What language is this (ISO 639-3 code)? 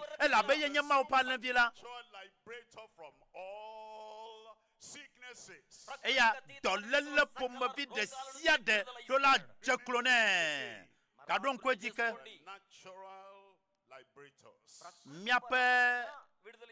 ewe